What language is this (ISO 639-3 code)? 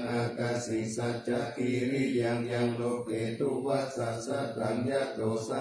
pli